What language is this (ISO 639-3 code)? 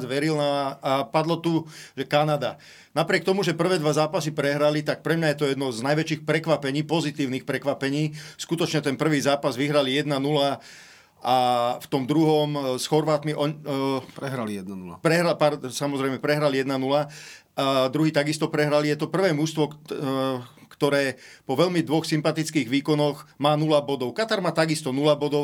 slk